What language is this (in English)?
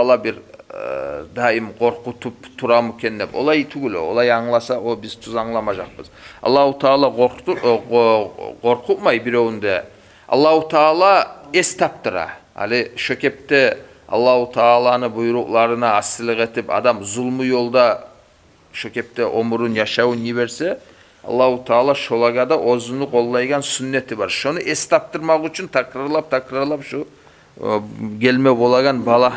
Kumyk